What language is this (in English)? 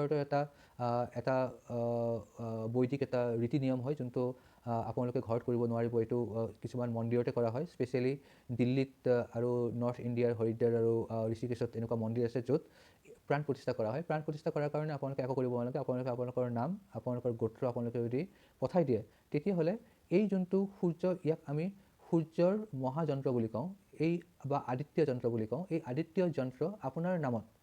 Assamese